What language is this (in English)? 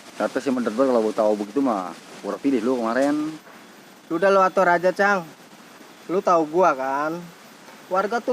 Betawi